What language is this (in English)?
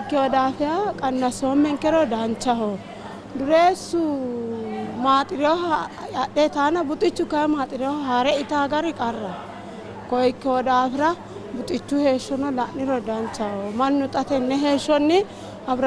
Sidamo